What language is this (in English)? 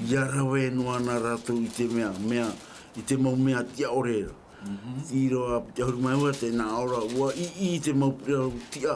Tahitian